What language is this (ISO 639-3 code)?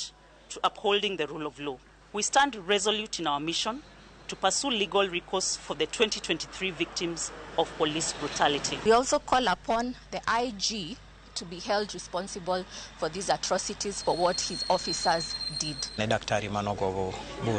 luo